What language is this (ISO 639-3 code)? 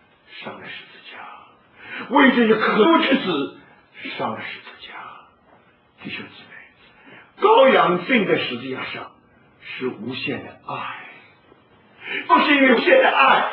zho